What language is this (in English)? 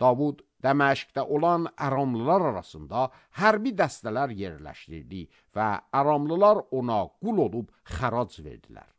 Azerbaijani